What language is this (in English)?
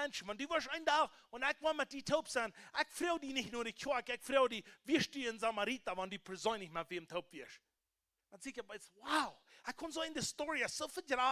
Plautdietsch